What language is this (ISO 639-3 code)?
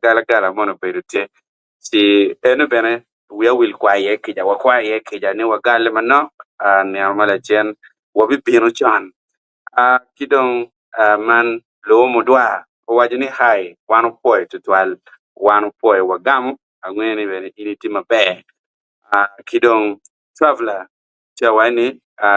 ach